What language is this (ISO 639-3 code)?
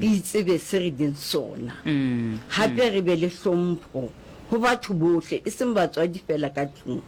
sot